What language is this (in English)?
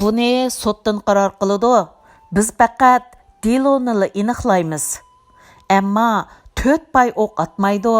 Uyghur